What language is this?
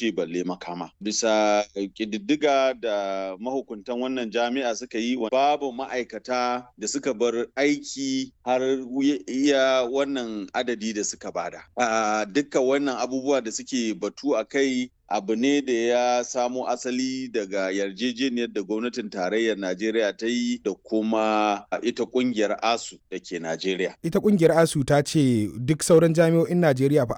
Hausa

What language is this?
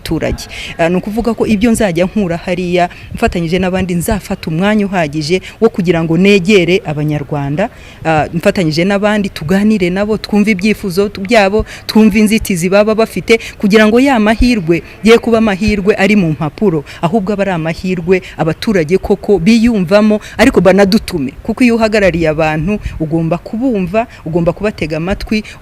Kinyarwanda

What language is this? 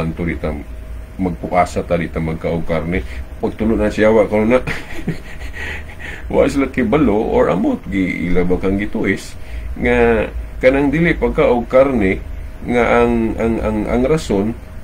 Cebuano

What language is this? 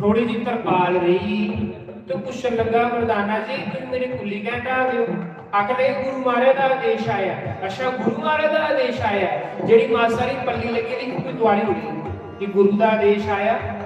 Dogri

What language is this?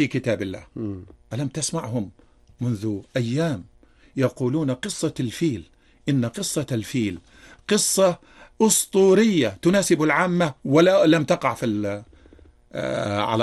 Arabic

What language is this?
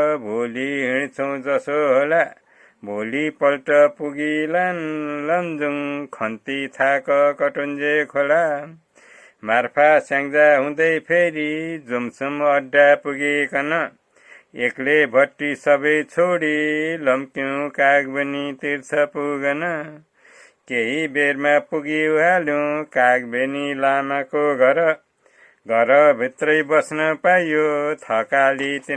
Nepali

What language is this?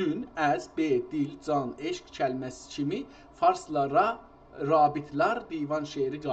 South Azerbaijani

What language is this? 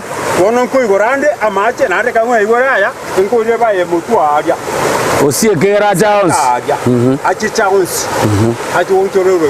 Gusii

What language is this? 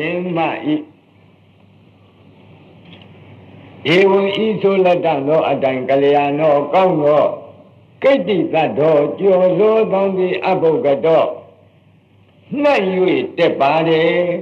Burmese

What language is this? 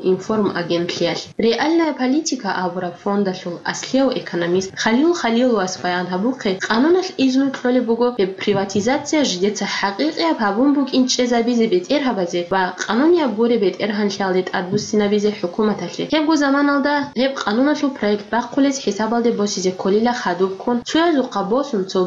Avaric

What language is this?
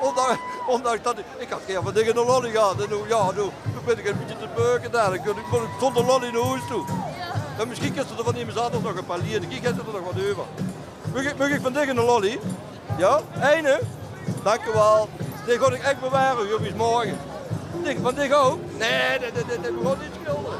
Limburgish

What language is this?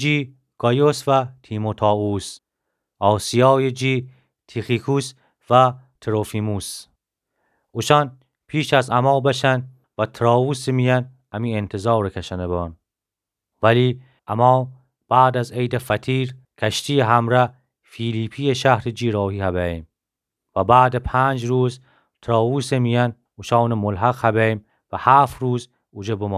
Gilaki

